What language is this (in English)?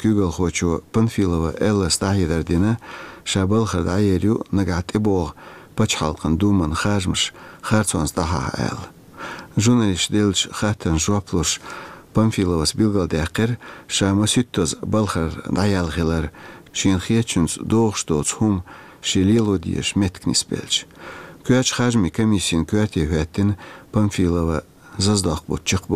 Chechen